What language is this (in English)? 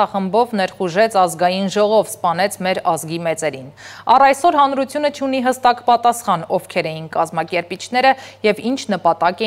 Armenian